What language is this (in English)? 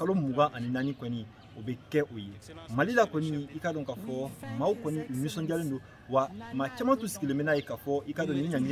Bambara